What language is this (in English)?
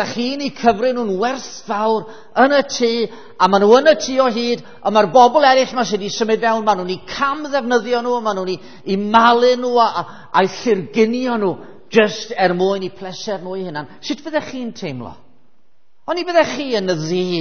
Welsh